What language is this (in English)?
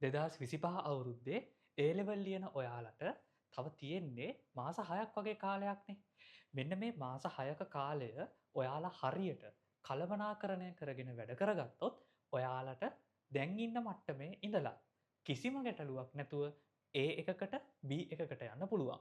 Sinhala